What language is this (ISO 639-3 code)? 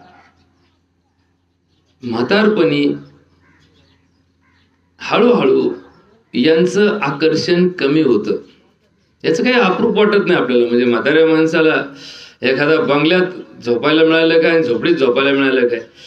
mar